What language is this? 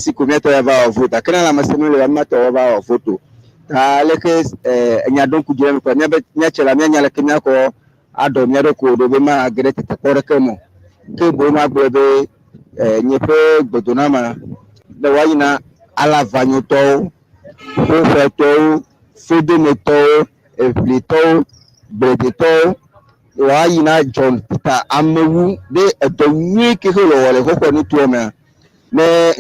Ewe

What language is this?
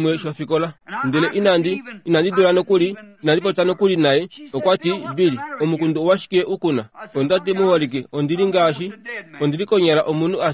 Kuanyama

